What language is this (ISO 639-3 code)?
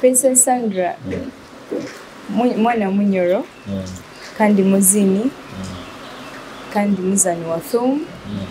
nyo